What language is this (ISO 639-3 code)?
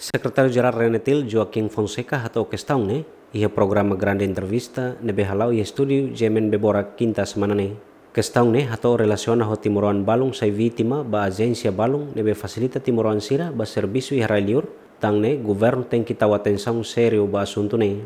tet